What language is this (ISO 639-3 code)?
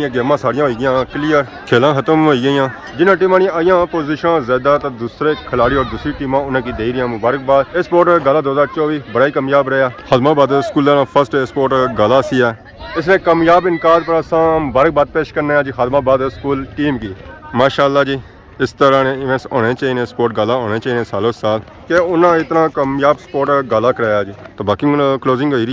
phr